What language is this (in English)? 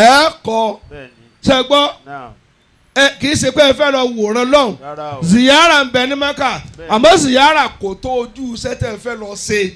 Yoruba